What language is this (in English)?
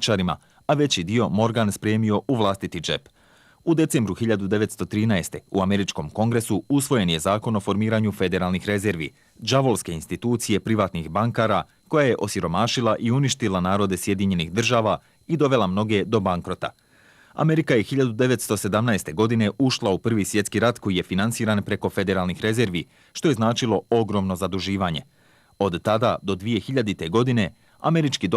Bosnian